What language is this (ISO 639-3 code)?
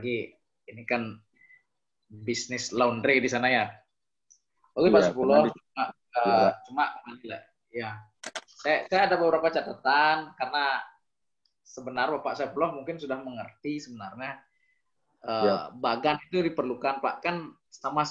ind